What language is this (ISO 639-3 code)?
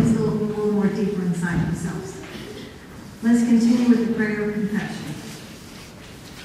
eng